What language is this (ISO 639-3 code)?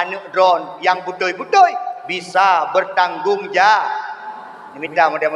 ace